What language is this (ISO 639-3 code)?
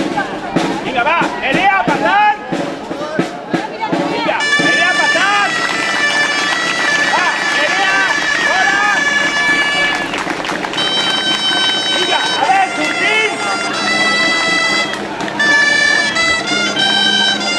cat